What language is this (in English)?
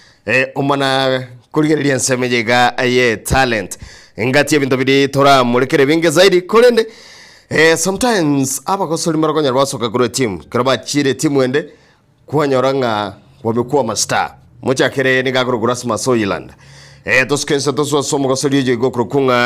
Gusii